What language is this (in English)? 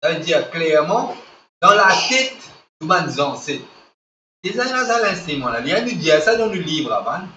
Morisyen